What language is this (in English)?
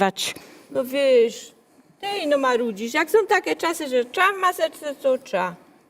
Silesian